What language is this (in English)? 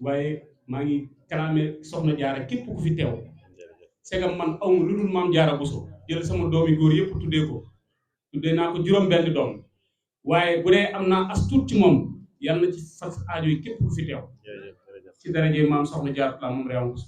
Wolof